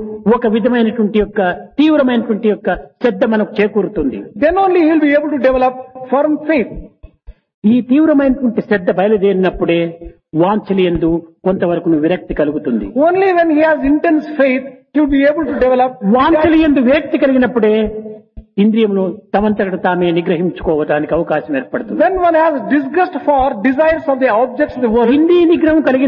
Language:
Telugu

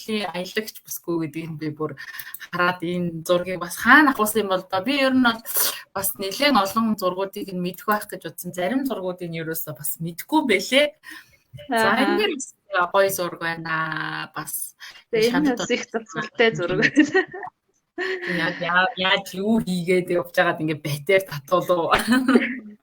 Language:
Mongolian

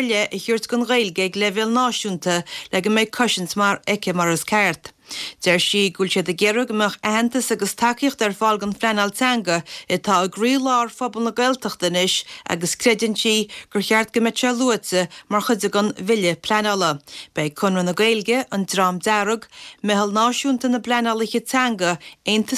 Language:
Irish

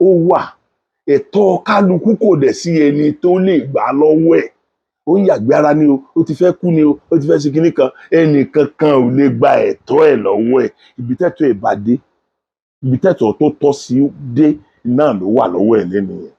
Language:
Yoruba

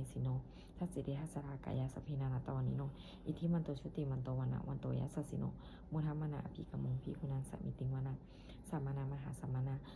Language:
Pali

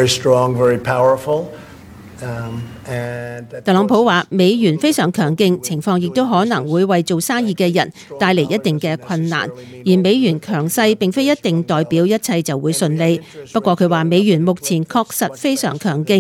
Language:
Cantonese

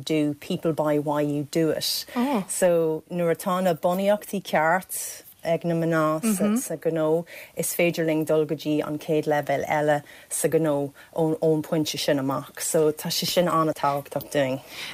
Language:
Irish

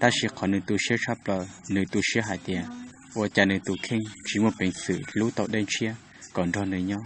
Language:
Hmong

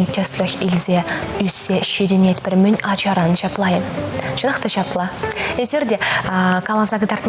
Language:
Chuvash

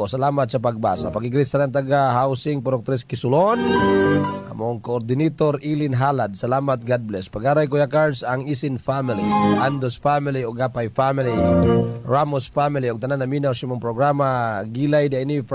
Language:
Cebuano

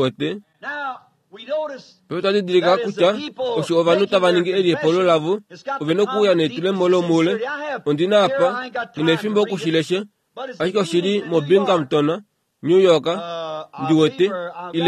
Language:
Kuanyama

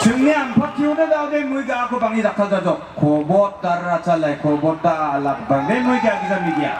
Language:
Garo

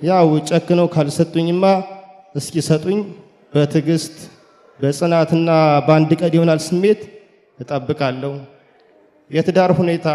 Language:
Amharic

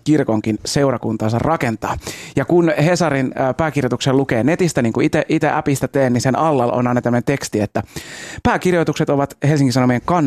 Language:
Finnish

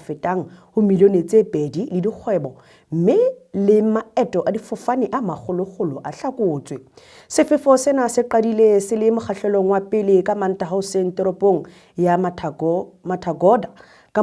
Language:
Southern Sotho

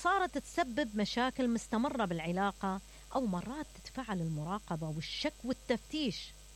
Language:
Mesopotamian Arabic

